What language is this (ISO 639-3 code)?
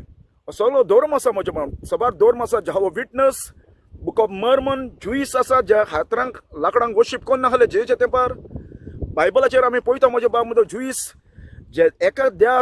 kok